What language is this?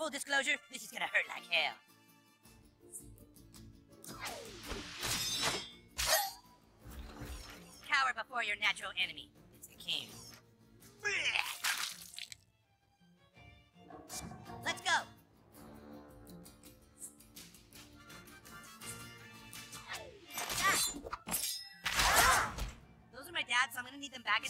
English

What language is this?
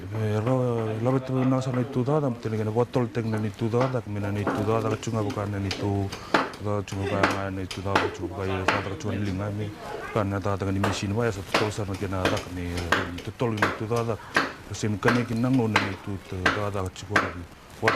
Fijian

